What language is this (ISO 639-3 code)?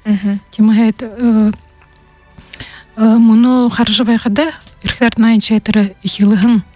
bua